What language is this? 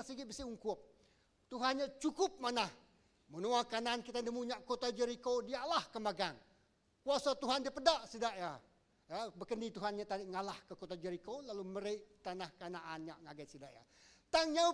Iban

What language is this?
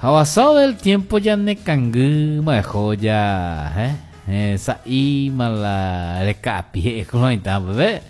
Guarani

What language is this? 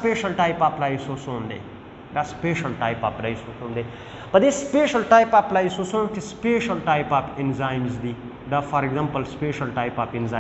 Pashto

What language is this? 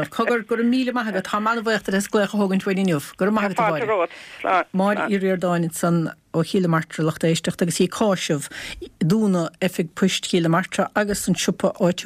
Irish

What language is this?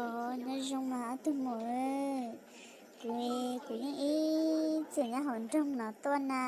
Hmong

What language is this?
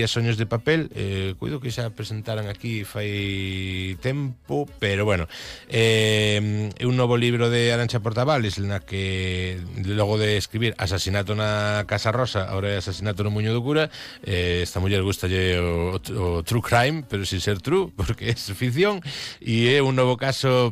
Galician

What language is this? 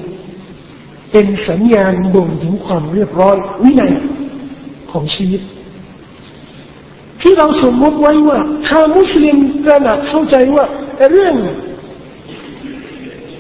Thai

